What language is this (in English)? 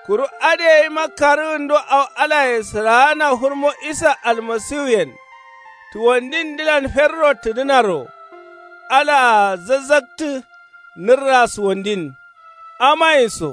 Kanuri